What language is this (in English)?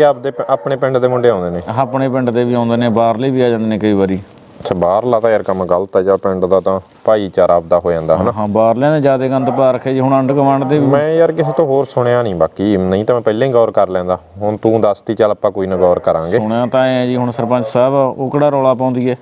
Punjabi